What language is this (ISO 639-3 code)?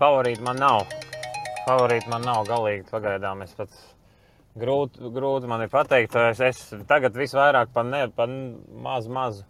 lav